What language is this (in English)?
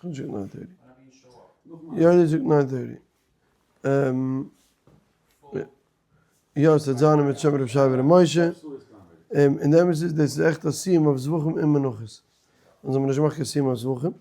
Yiddish